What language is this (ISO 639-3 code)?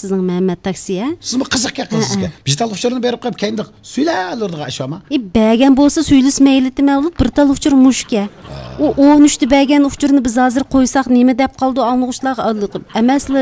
uig